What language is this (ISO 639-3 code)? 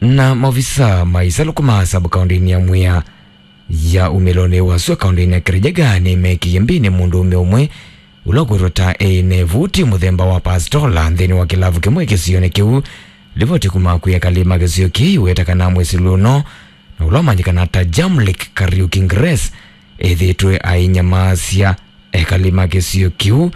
kam